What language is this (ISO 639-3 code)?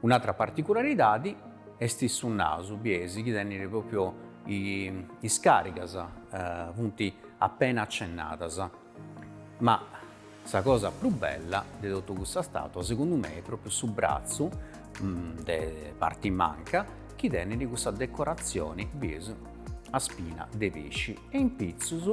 srd